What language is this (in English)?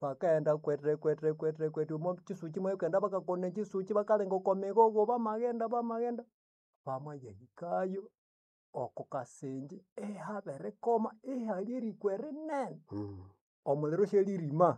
Nande